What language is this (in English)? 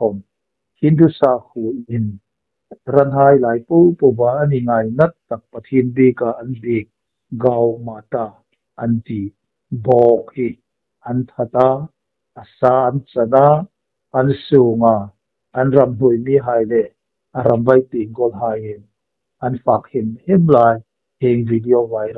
Hmar